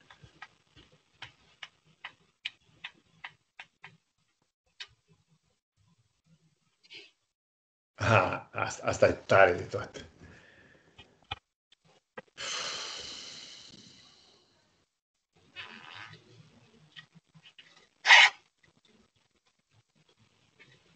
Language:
Romanian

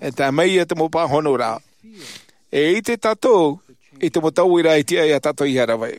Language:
Tahitian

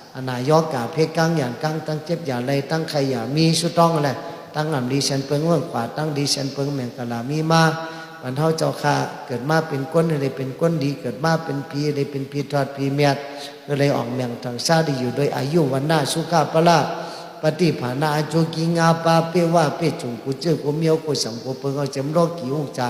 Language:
Shan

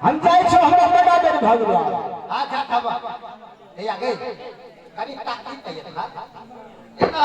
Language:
Maithili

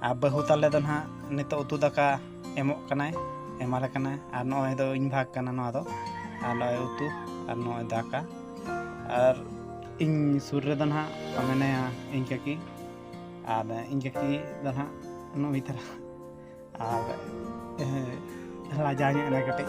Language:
Santali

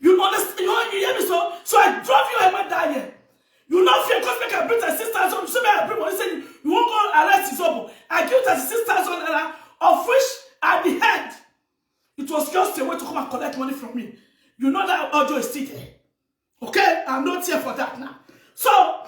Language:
Nigerian Pidgin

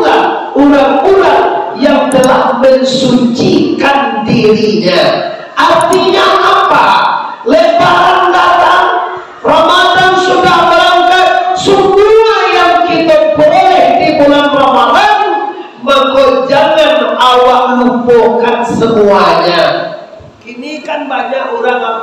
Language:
Minangkabau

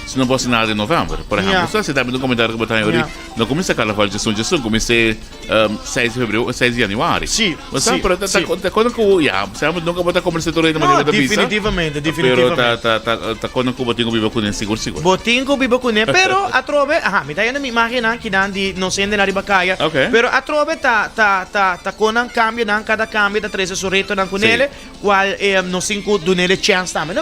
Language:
Papiamento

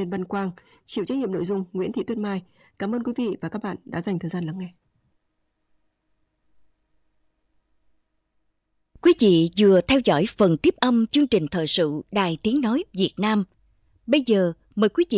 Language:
Vietnamese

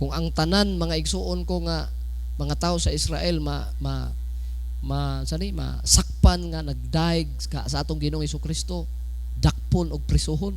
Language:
Cebuano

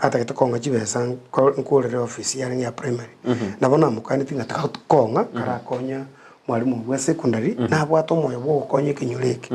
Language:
Gusii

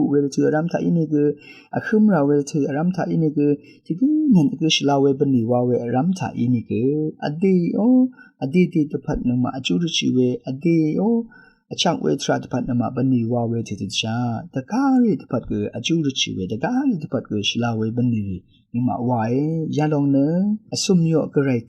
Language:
Rawang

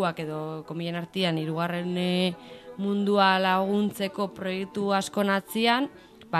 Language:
Basque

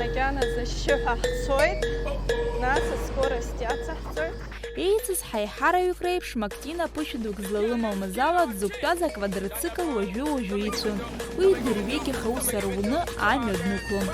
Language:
Abkhazian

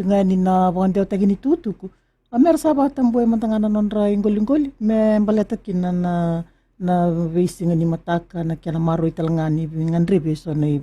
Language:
Fijian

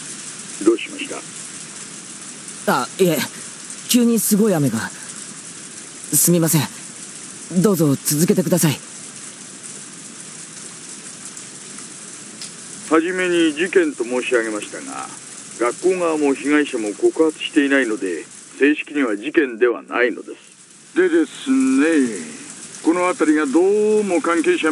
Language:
Japanese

